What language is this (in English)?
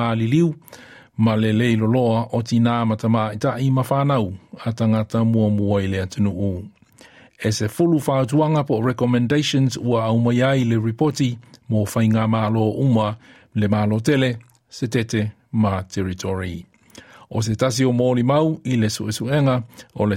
Samoan